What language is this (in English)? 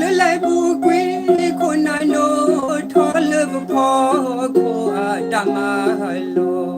S'gaw Karen